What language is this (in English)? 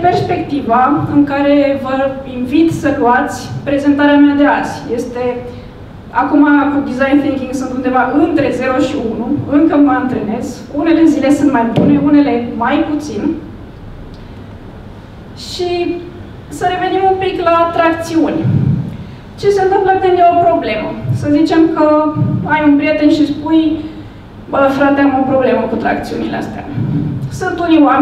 Romanian